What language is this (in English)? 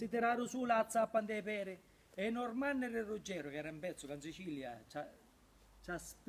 Sicilian